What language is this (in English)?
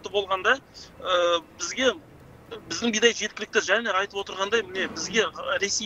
Kazakh